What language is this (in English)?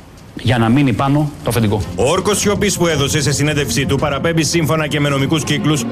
Greek